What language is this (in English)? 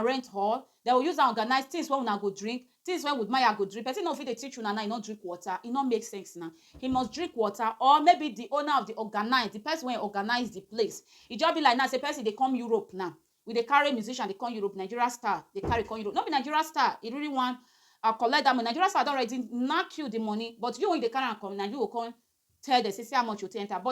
Nigerian Pidgin